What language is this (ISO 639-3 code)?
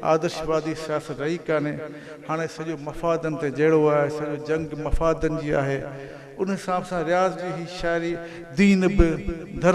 snd